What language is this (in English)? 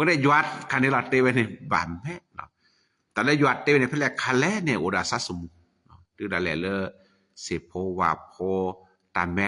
S'gaw Karen